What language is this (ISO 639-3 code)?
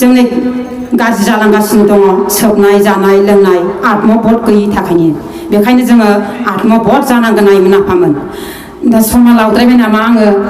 brx